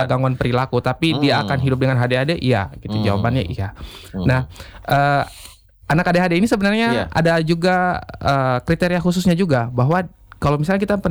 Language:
Indonesian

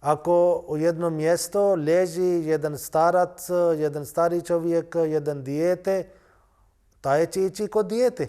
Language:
Bosnian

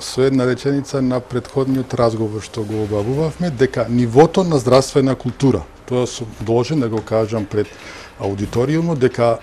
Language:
Macedonian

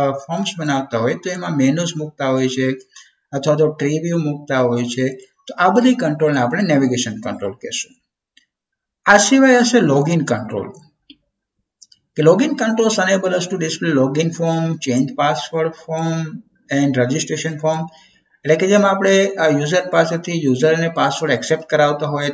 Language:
Gujarati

